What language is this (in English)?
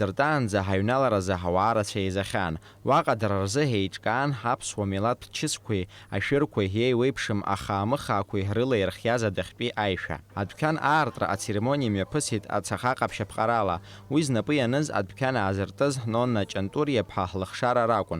Abkhazian